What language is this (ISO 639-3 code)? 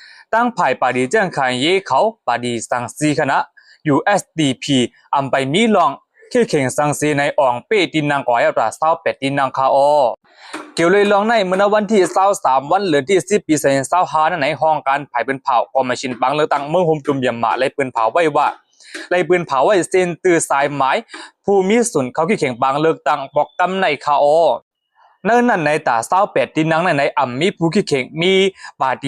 shn